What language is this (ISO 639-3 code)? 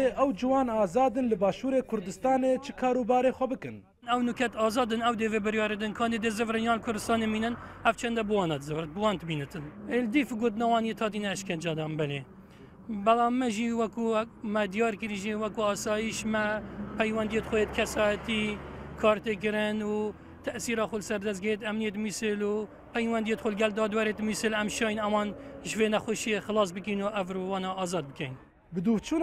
kur